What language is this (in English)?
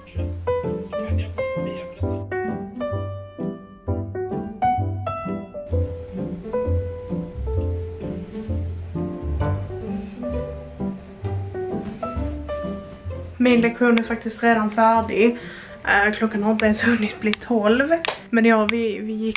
Swedish